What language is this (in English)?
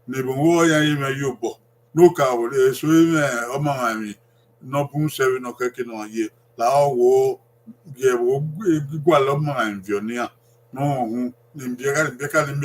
Bini